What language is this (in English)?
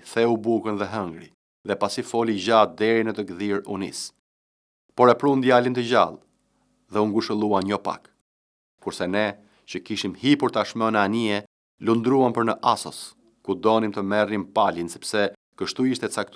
Albanian